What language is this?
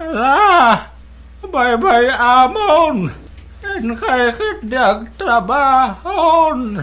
Iloko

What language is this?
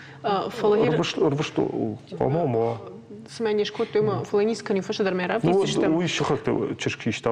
Ossetic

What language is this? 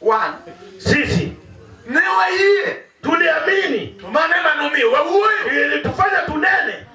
Luo (Kenya and Tanzania)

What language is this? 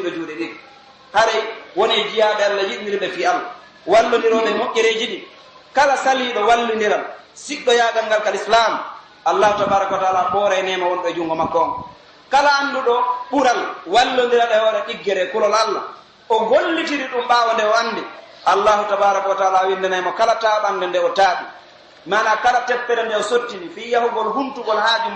Pular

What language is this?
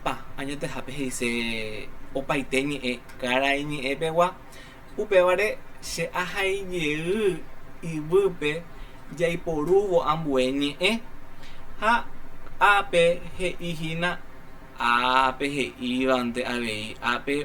Guarani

